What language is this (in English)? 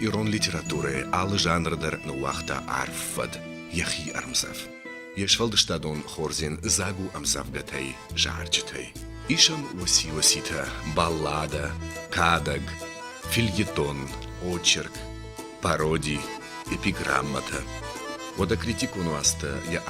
Ossetic